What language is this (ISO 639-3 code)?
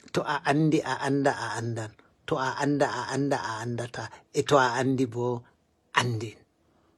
ful